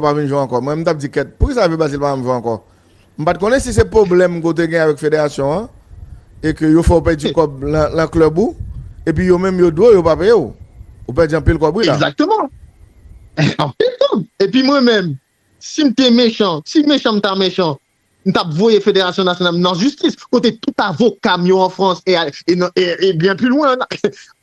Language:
Haitian Creole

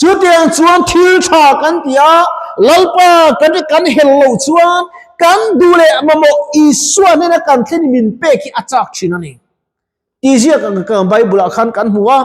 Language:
Mizo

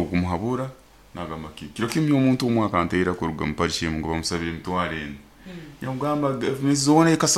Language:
Nyoro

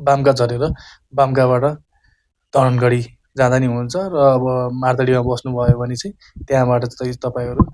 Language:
Nepali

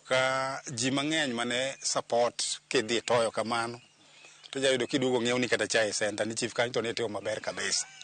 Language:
Luo (Kenya and Tanzania)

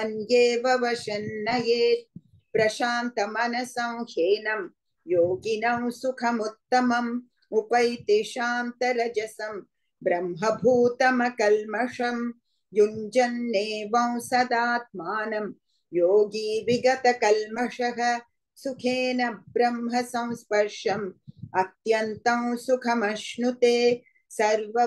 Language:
Sanskrit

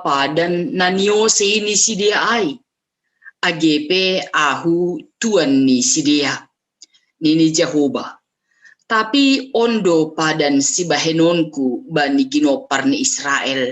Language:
Batak Simalungun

